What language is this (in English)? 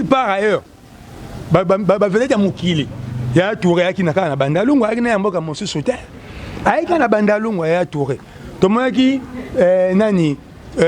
Lingala